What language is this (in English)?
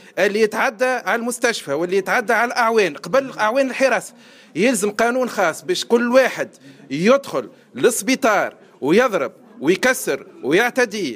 Tunisian Arabic